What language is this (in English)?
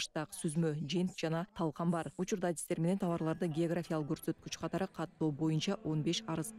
Kyrgyz